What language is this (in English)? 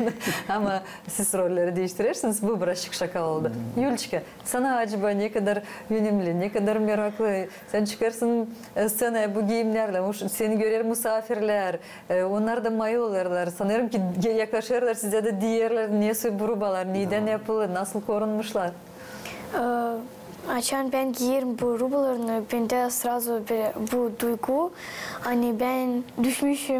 Gagauz